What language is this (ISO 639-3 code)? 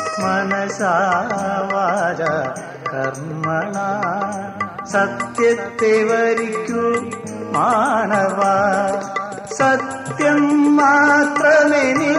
mal